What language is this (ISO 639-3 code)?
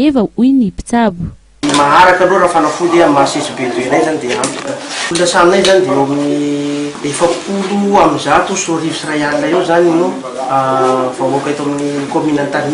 mlg